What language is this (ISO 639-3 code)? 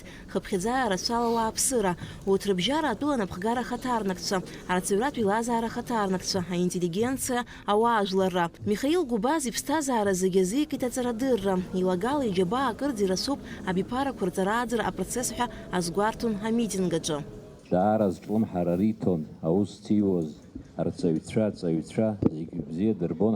abk